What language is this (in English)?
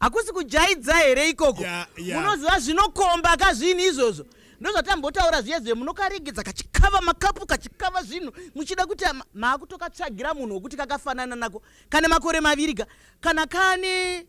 Shona